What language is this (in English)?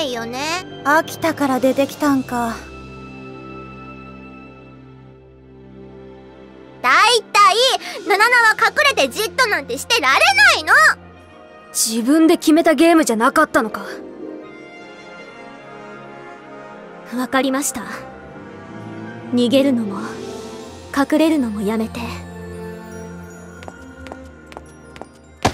Japanese